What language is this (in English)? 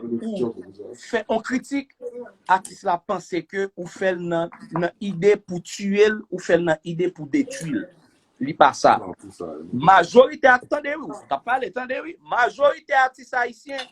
Haitian Creole